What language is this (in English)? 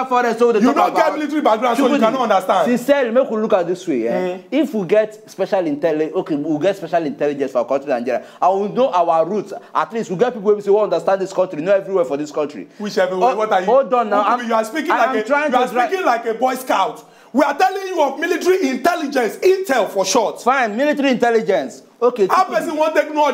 Nigerian Pidgin